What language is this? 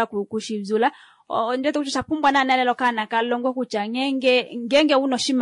Kuanyama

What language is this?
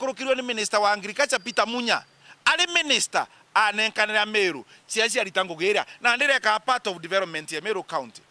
Meru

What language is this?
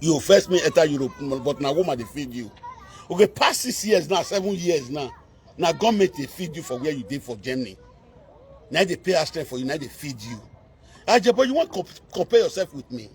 Nigerian Pidgin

